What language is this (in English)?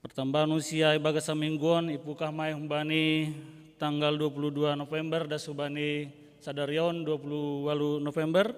Batak Simalungun